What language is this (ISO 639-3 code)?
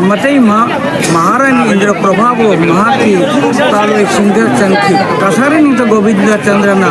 mni